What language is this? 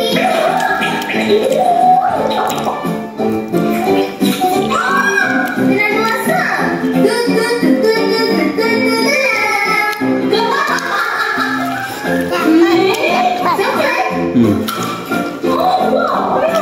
Malay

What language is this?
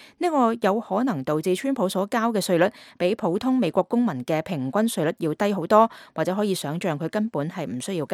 Cantonese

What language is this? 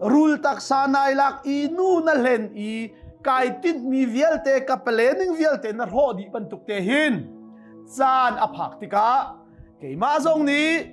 Hakha Chin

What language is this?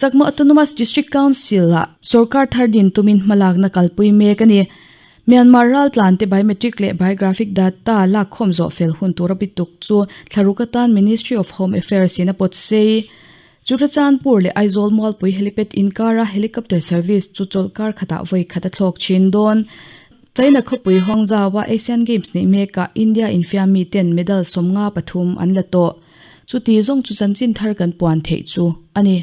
Mizo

